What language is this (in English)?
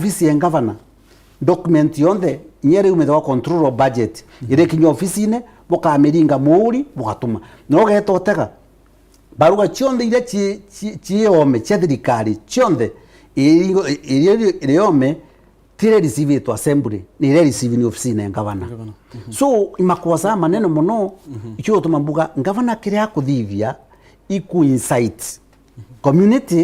Meru